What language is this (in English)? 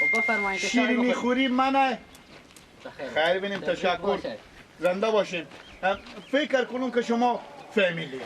Persian